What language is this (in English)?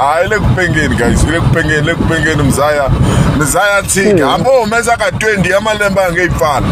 Tsonga